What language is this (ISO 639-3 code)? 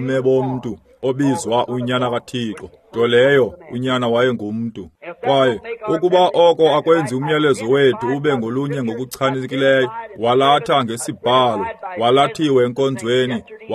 xho